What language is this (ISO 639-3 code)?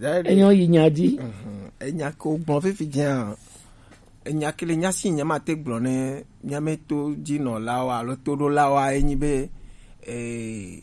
gej